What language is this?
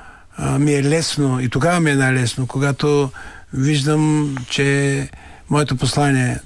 Bulgarian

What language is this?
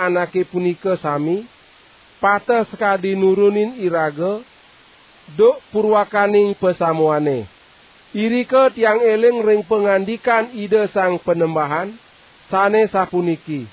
Balinese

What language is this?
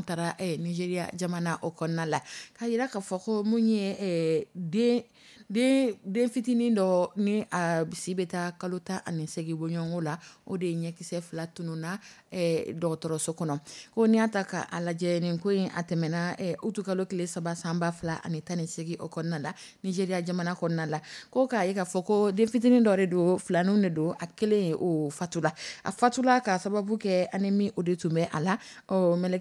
Dyula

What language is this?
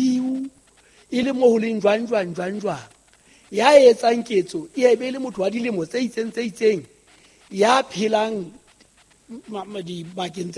Southern Sotho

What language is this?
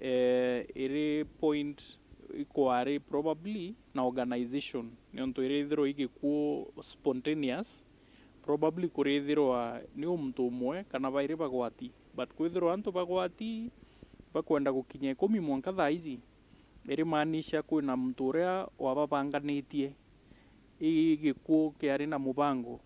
Meru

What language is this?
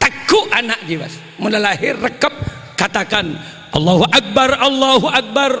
Madurese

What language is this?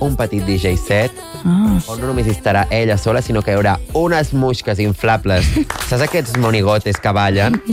Catalan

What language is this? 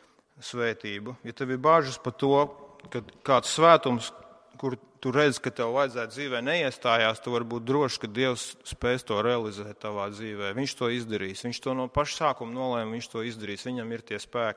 Latvian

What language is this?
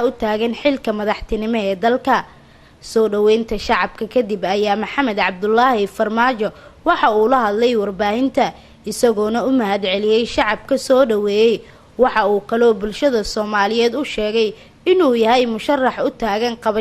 Somali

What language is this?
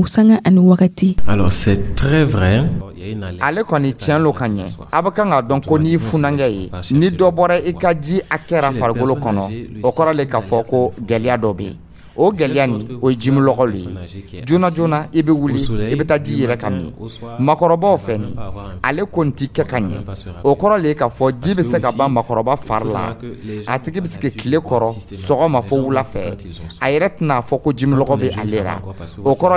Dyula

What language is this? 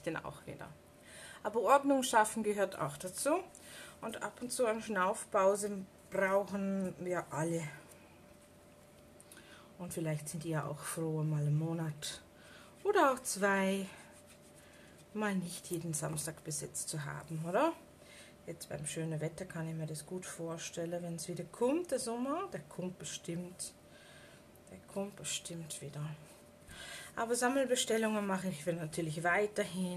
German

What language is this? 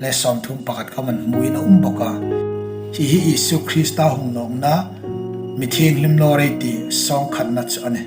Hmar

